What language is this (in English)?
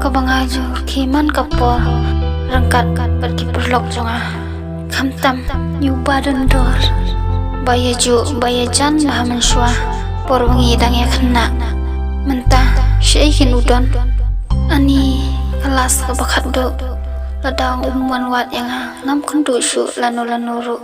Khasi